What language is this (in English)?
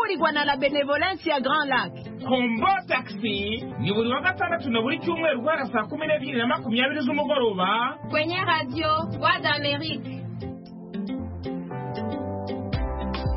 Kinyarwanda